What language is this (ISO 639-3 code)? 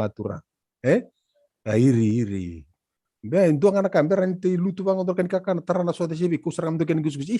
fij